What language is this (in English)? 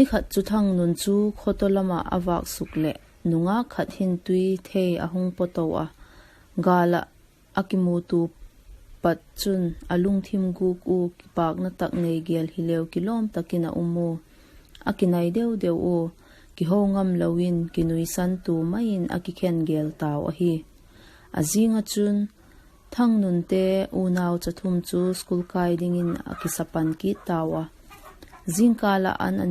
Vaiphei